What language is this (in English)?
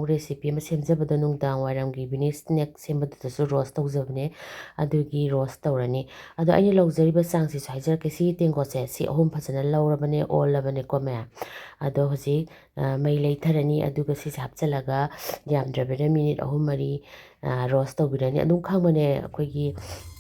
Manipuri